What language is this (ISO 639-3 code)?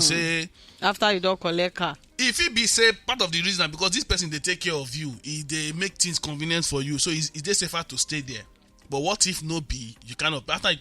pcm